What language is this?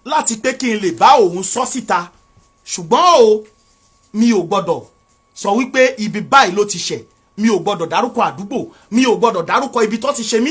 Yoruba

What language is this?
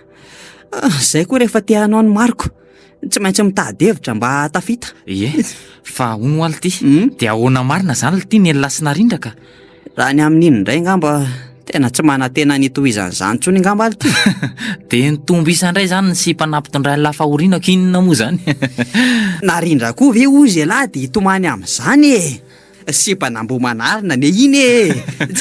Malagasy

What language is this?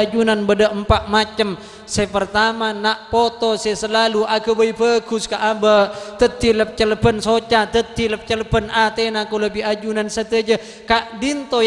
Madurese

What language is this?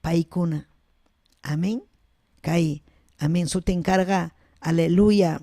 Ayacucho Quechua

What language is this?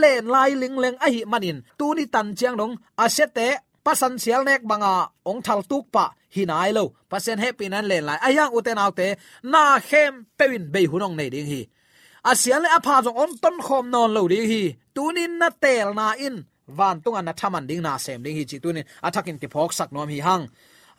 Tedim Chin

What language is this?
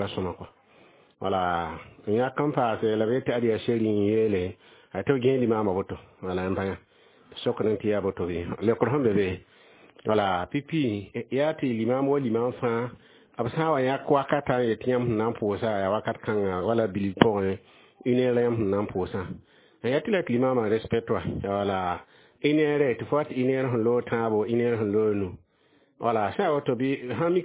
Mossi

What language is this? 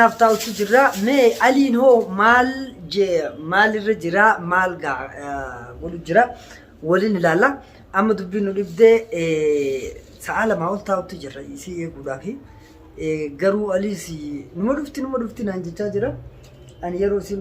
Oromo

